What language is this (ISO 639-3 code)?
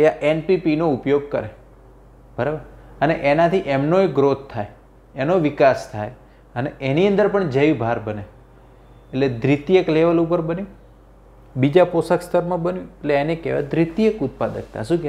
guj